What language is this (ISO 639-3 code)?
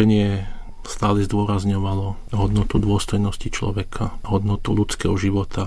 slk